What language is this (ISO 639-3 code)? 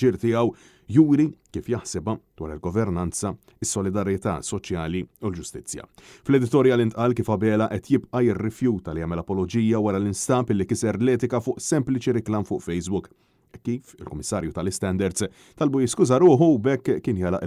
mlt